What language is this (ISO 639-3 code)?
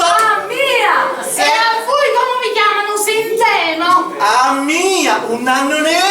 scn